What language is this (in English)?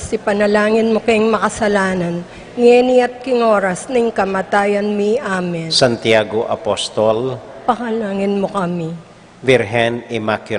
Pampanga